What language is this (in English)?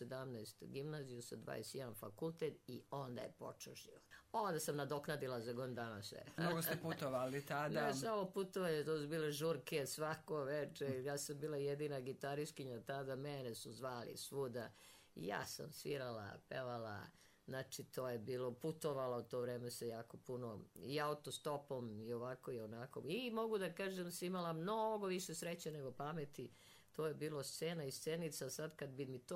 Serbian